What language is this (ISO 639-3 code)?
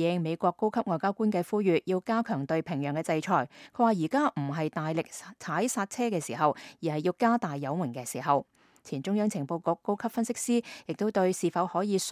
yue